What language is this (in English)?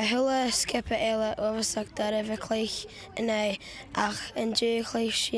Scottish Gaelic